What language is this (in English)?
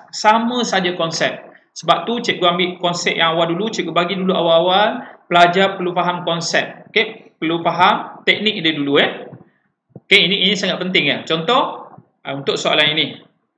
Malay